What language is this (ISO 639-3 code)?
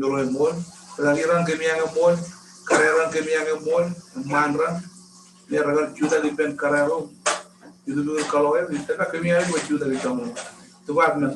mah